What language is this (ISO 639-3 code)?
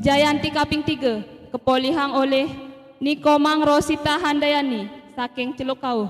ban